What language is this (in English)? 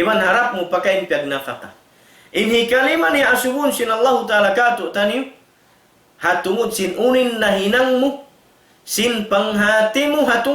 Tausug